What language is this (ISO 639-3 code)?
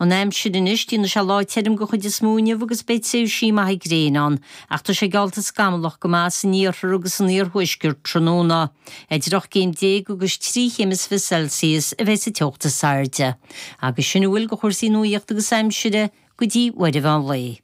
gle